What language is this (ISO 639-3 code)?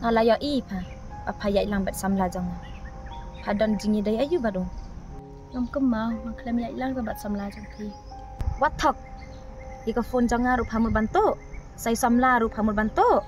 kha